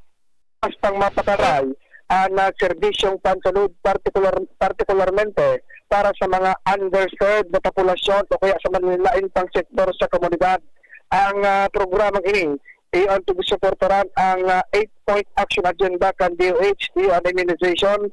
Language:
Bikol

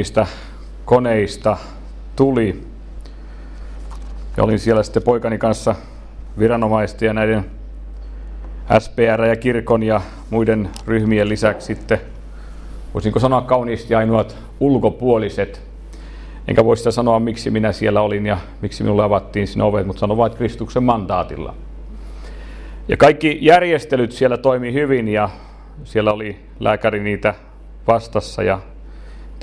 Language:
Finnish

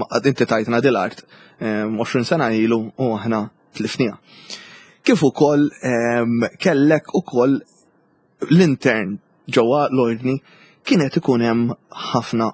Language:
Maltese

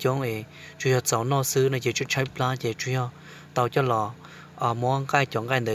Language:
Hmong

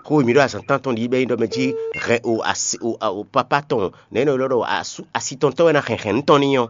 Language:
Fon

